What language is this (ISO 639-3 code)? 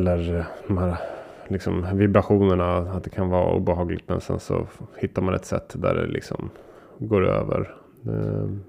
swe